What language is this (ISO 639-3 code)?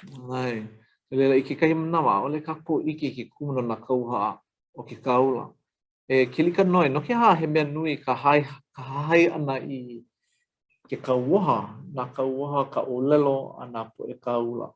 haw